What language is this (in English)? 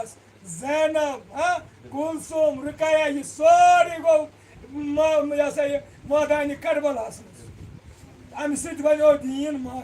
Kashmiri